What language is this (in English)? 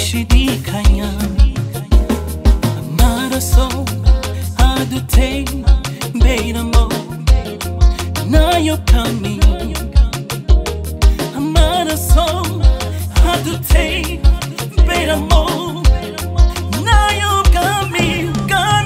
Kinyarwanda